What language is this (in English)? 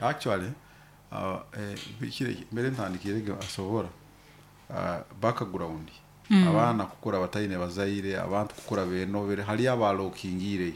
Nyoro